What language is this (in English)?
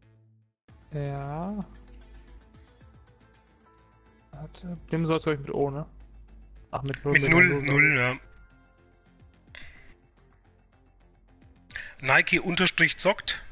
German